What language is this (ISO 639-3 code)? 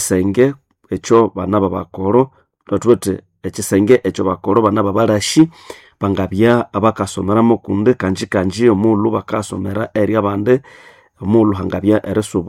nnb